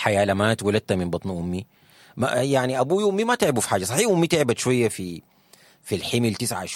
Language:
Sudanese Arabic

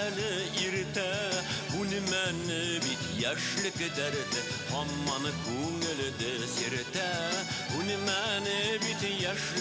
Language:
Bashkir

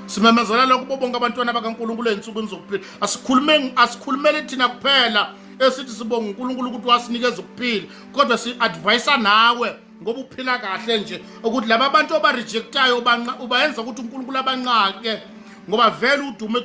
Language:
Zulu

